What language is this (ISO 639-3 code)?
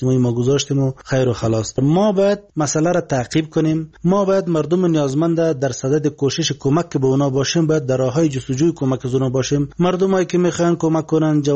fas